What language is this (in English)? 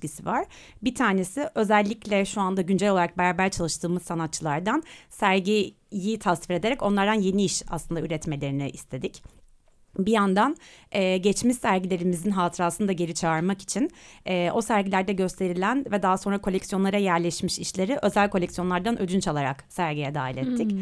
Turkish